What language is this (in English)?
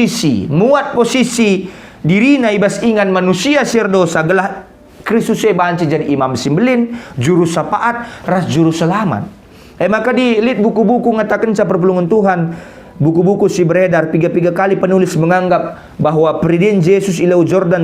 Batak Karo